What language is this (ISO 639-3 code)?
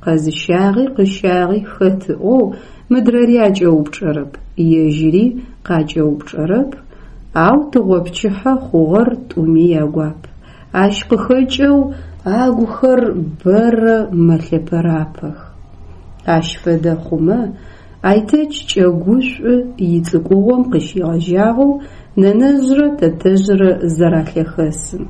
ady